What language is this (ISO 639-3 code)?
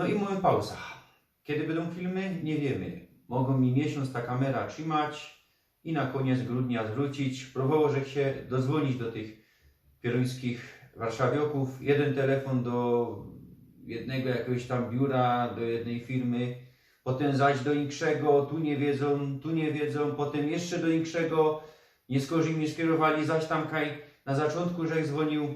szl